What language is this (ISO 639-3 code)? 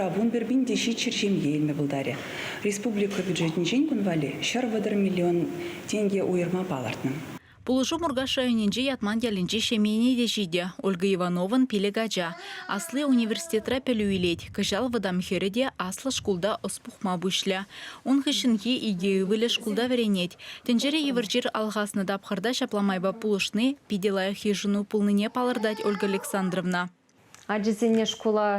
chv